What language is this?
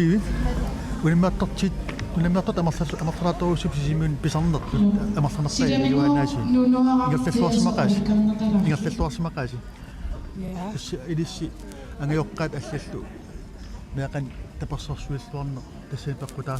Kalaallisut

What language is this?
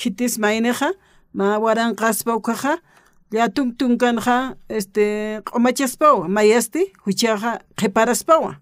Aymara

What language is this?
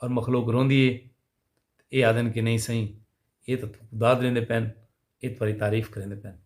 Saraiki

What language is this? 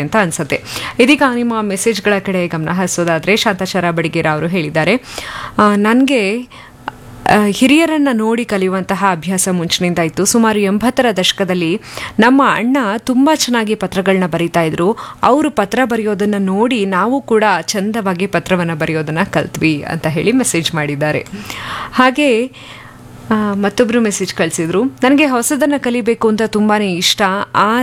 Kannada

